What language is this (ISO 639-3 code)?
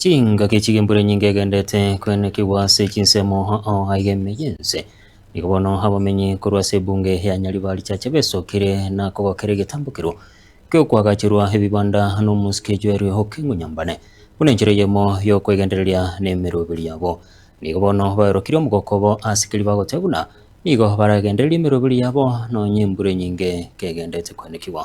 guz